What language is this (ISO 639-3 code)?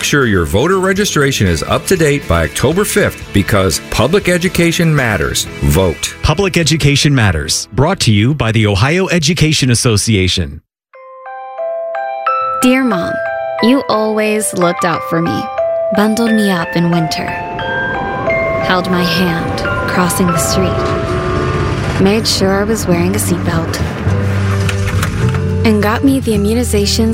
eng